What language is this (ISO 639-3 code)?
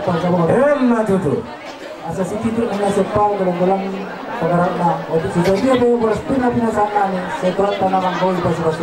bbc